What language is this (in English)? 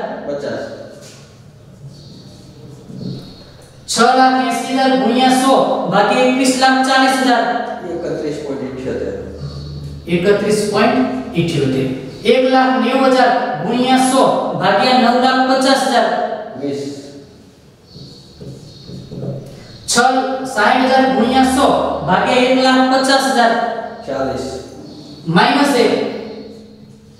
Gujarati